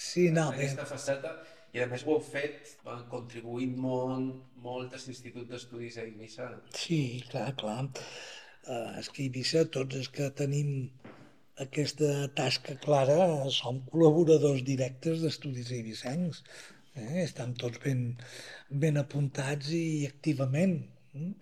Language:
Catalan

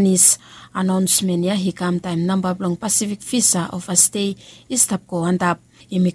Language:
Bislama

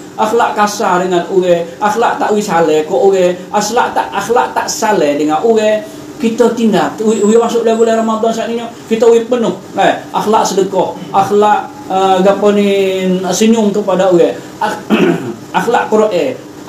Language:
Malay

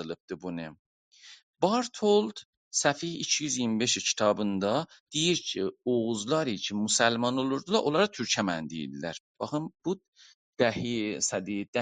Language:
South Azerbaijani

